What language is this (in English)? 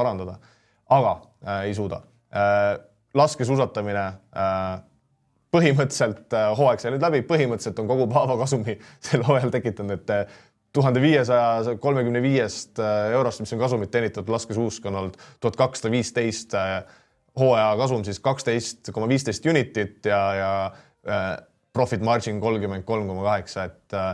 Estonian